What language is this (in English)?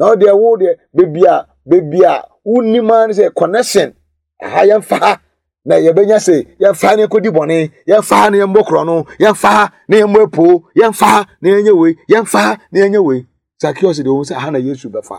Akan